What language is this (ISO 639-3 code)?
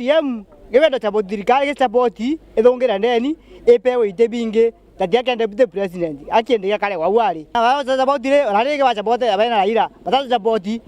mer